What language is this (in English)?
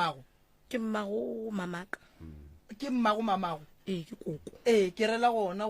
Northern Sotho